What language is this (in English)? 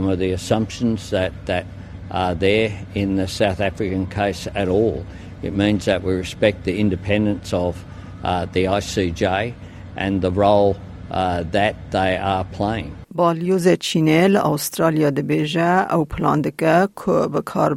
Kurdish